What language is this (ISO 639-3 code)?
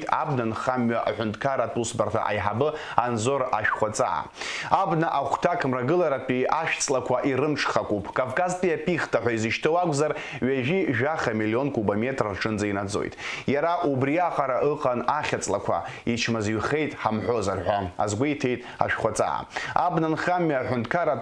abk